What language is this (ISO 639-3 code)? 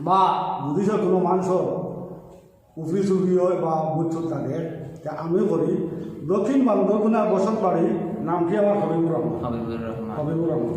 syl